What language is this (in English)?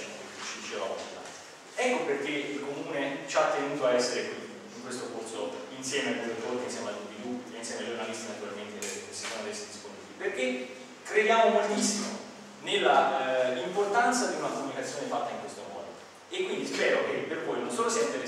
Italian